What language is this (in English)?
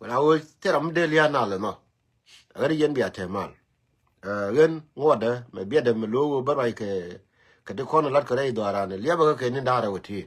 Nuer